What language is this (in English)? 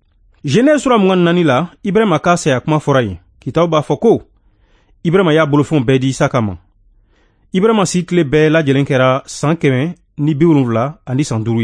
Bambara